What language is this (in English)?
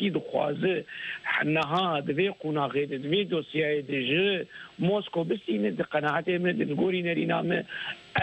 Kurdish